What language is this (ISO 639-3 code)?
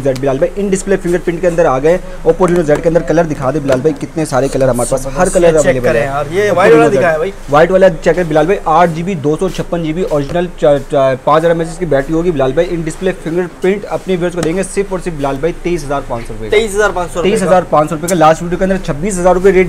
hin